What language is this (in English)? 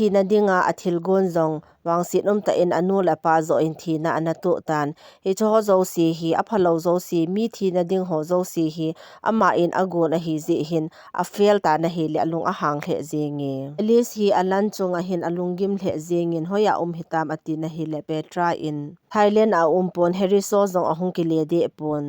Thado Chin